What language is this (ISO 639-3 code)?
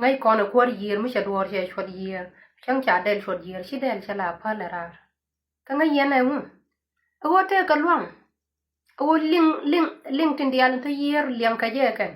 nus